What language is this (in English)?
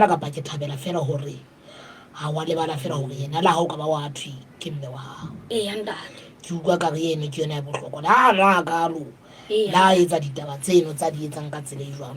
Southern Sotho